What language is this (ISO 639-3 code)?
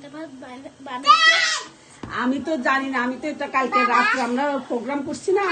ben